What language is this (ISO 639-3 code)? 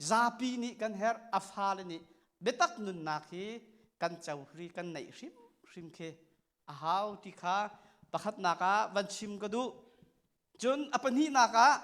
cnh